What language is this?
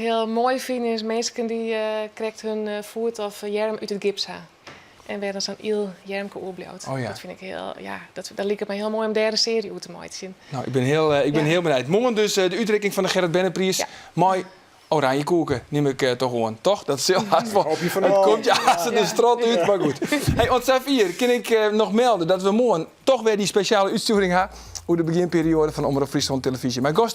Western Frisian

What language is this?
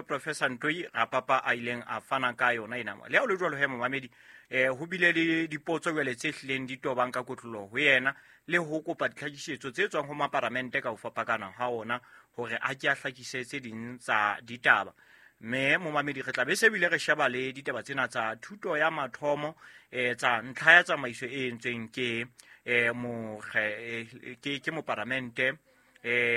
Southern Sotho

